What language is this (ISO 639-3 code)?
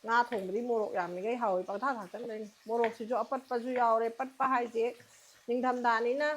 mni